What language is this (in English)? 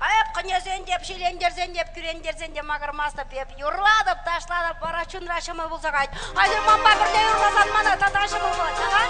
Chuvash